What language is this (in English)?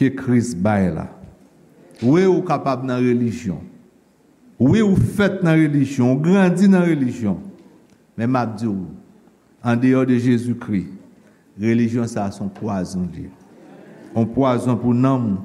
Haitian Creole